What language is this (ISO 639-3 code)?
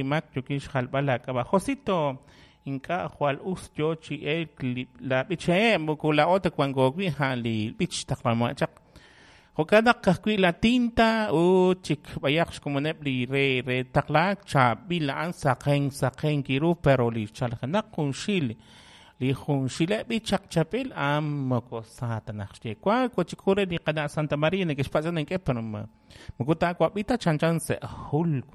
kek